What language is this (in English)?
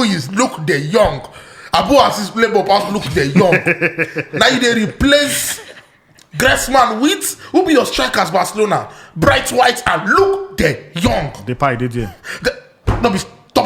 Nigerian Pidgin